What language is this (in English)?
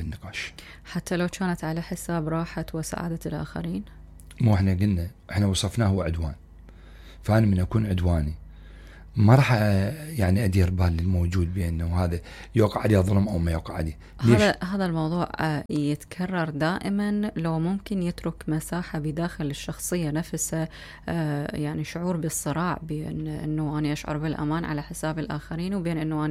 Mesopotamian Arabic